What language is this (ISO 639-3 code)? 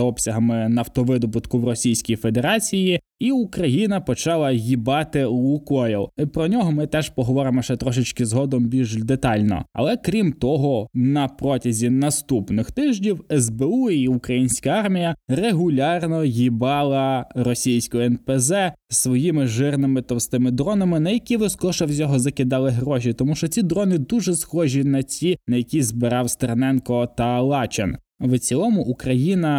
ukr